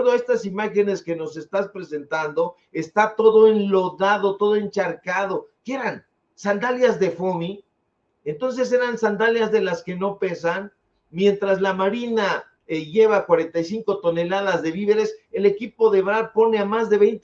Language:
Spanish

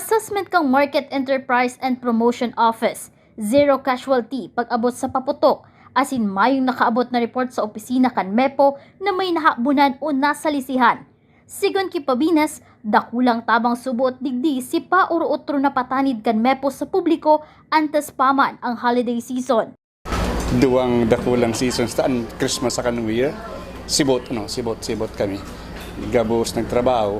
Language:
Bikol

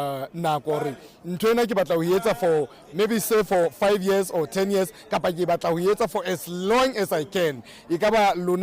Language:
Southern Sotho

